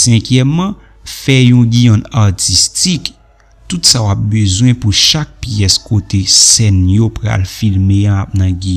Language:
Haitian Creole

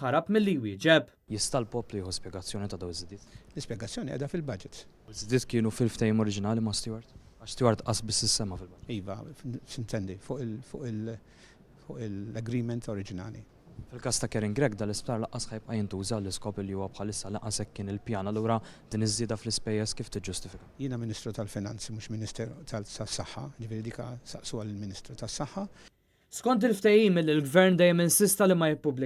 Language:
Maltese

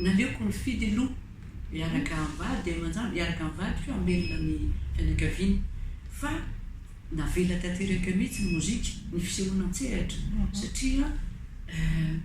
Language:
Malagasy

